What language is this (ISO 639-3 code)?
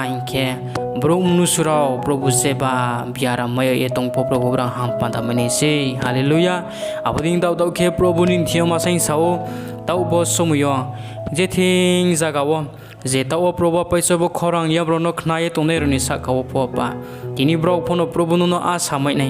ria